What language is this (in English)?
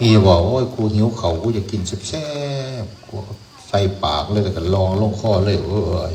Northeastern Thai